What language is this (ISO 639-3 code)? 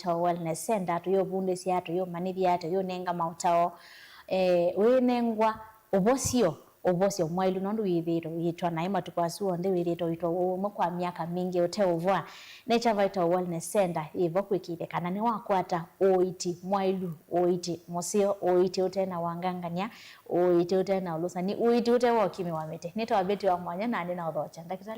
kam